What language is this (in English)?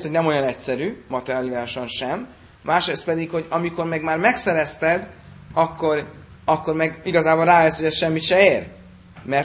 Hungarian